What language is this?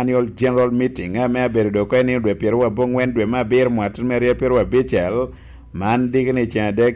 Lango (Uganda)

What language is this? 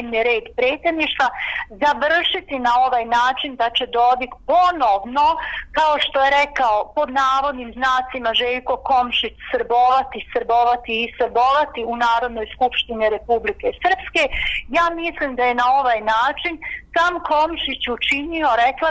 Bosnian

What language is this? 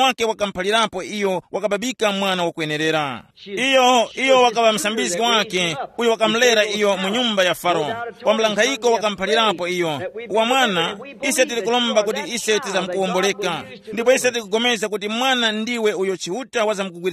Tumbuka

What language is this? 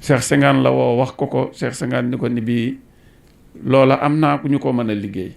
Wolof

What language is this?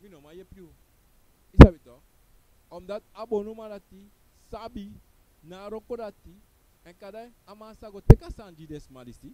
Sranan Tongo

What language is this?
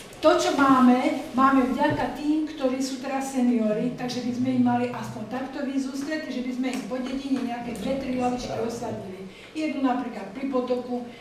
Slovak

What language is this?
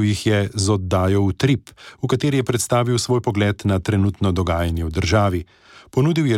Slovenian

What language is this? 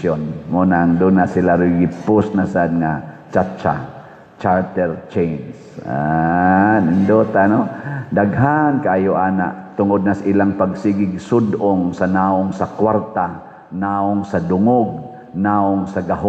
Cebuano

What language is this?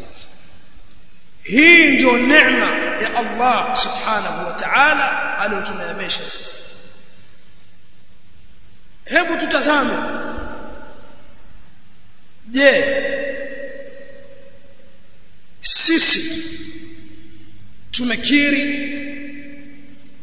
Swahili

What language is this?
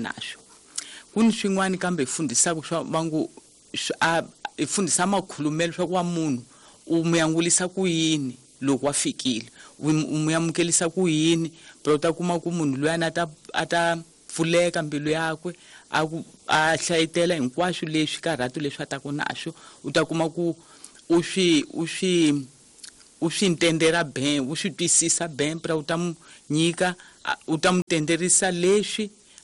Tsonga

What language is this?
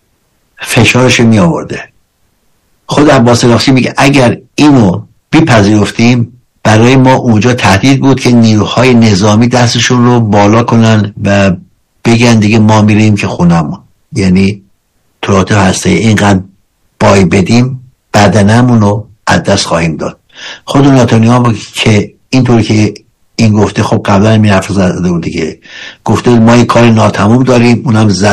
Persian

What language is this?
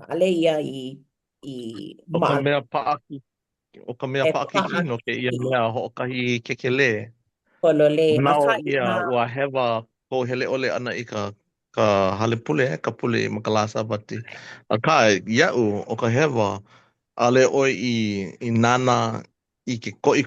Hawaiian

